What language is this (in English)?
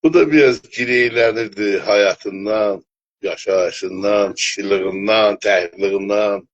South Azerbaijani